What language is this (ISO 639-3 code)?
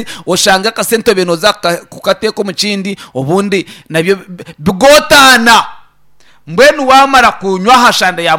nyn